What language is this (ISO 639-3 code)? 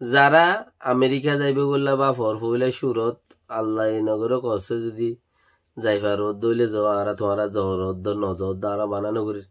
rhg